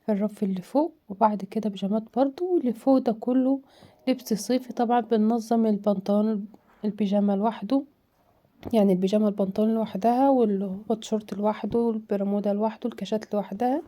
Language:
Egyptian Arabic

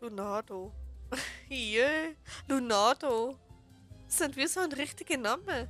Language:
Swiss German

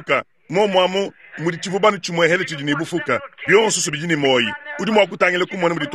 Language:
Luba-Lulua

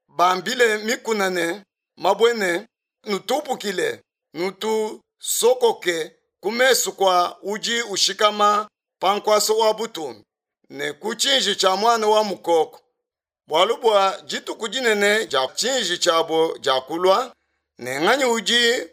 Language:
Luba-Lulua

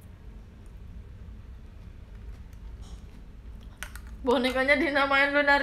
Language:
Indonesian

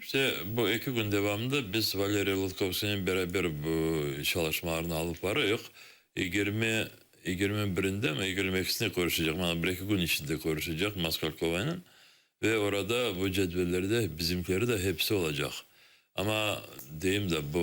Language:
Crimean Tatar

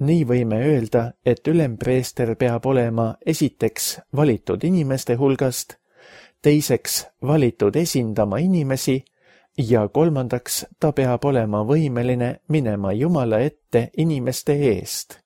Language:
Estonian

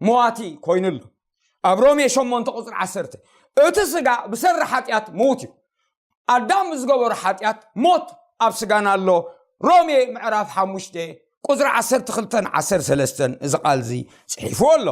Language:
Tigrinya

